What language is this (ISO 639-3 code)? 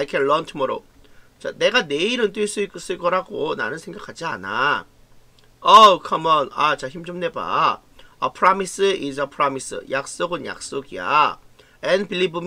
kor